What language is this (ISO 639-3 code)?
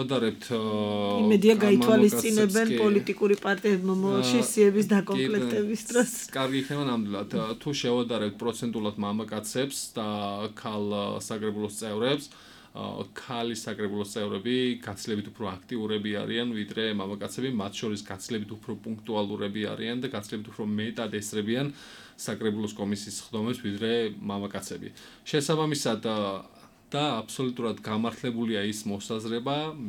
kat